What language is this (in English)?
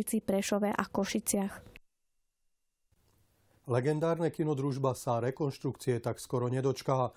Slovak